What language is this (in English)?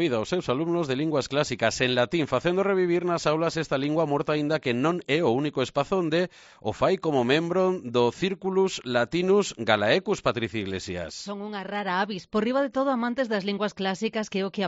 Galician